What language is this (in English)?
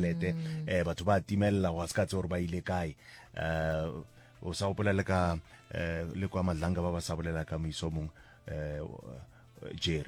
Northern Sotho